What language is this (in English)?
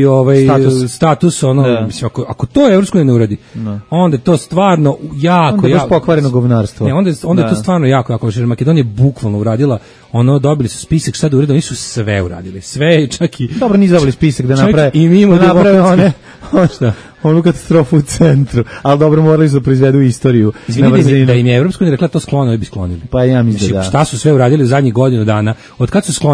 Serbian